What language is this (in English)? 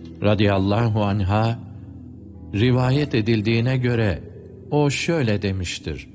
Turkish